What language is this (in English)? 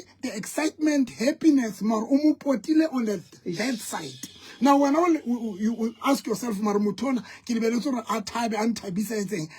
Southern Sotho